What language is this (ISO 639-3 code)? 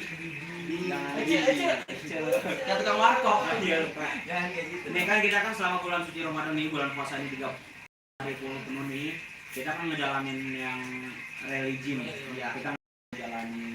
bew